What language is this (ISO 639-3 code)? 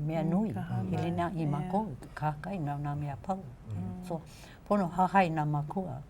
haw